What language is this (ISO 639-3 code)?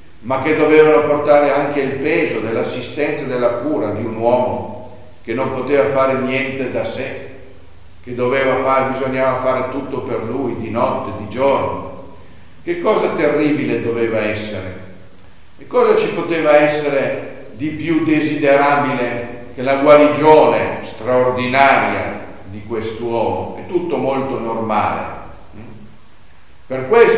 ita